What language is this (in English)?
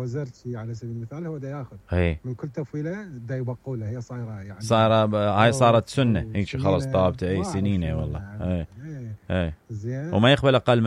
Mesopotamian Arabic